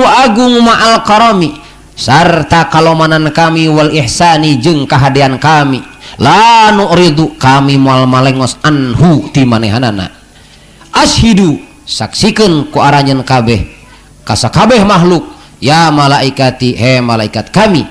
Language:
Sundanese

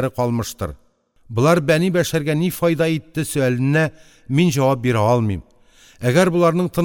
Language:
Tatar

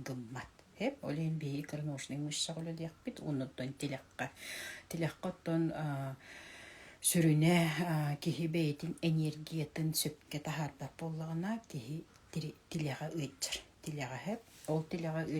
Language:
Yakut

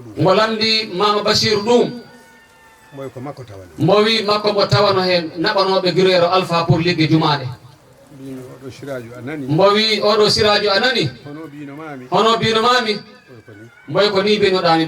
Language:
Fula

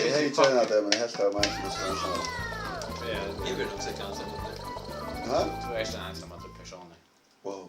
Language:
Faroese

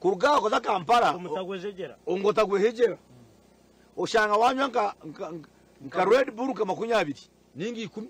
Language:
Nyankole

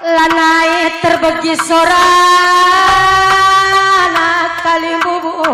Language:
Batak Karo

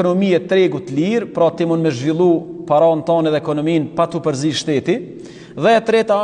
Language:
Albanian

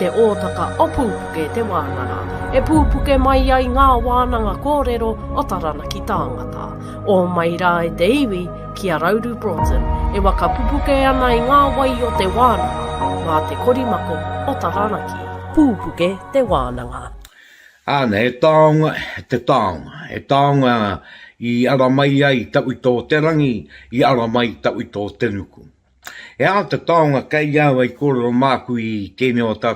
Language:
Māori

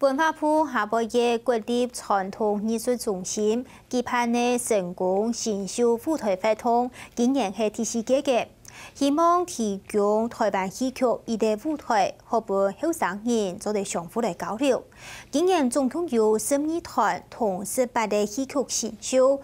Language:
Hakka Chinese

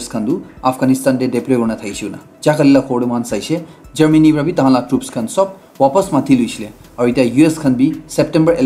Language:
Naga Pidgin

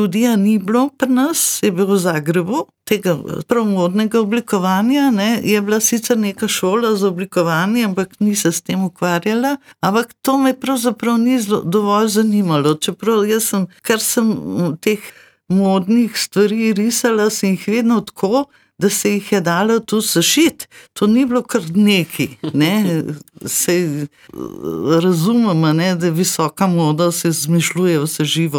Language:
Slovenian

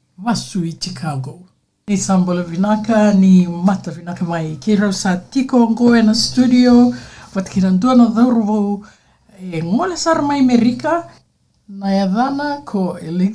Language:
Fijian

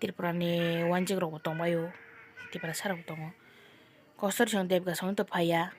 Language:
Kok Borok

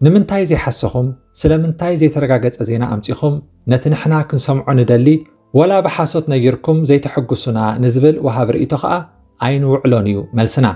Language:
Tigrinya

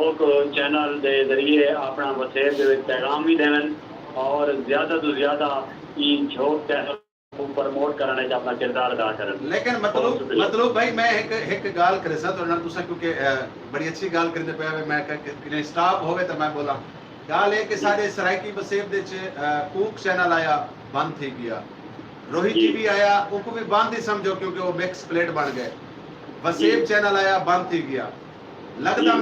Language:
Saraiki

